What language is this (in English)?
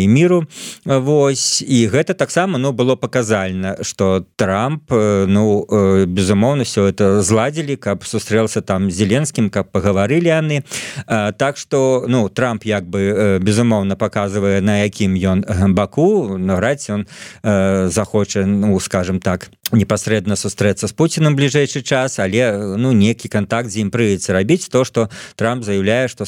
Belarusian